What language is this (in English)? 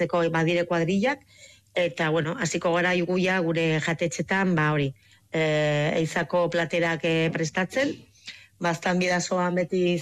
Basque